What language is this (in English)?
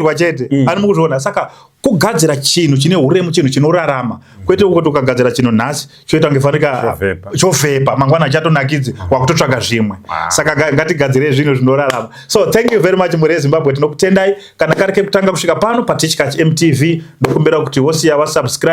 Shona